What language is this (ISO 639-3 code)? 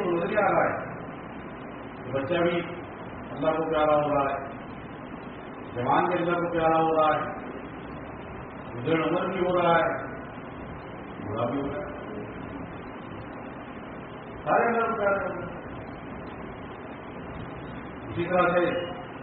urd